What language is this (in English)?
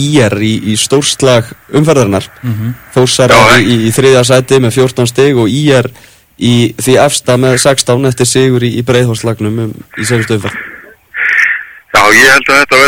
Icelandic